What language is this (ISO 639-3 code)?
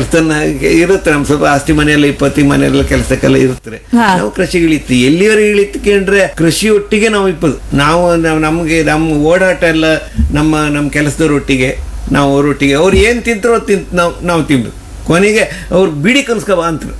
kan